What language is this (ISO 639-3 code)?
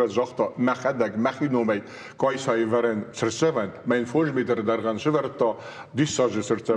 oss